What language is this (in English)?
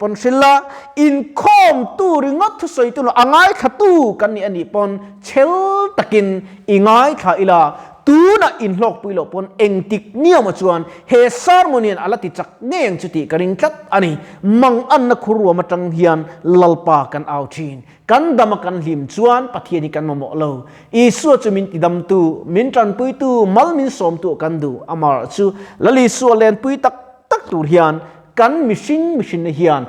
Mizo